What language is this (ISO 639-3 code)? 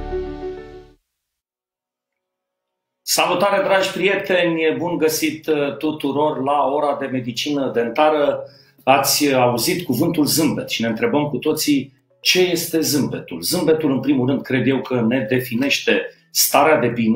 ron